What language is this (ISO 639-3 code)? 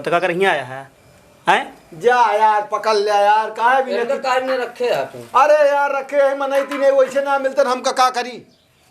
awa